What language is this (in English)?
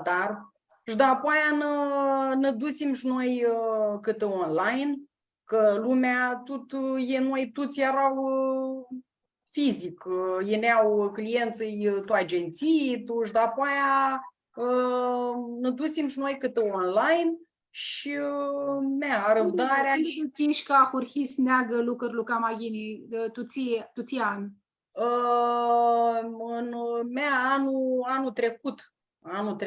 Aromanian